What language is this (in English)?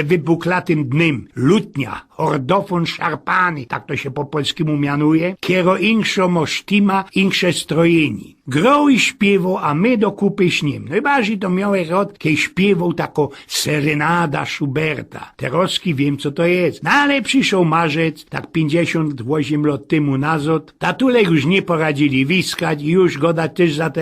Silesian